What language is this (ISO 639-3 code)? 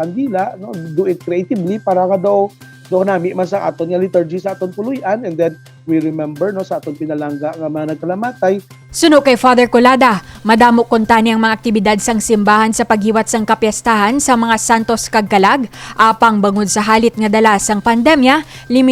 hil